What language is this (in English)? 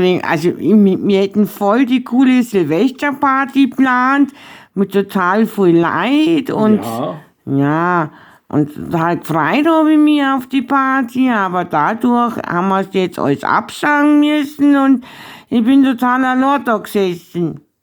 Bavarian